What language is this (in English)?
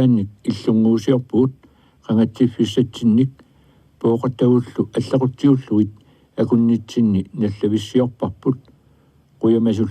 Kalaallisut